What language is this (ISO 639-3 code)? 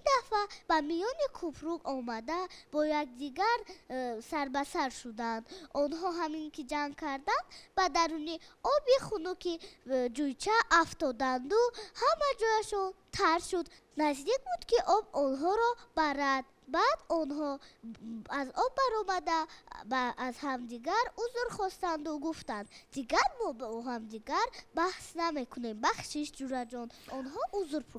tgk